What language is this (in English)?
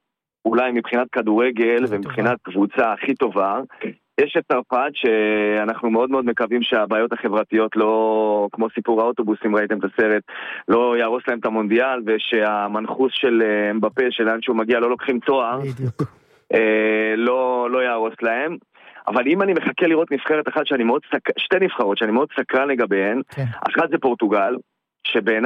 Hebrew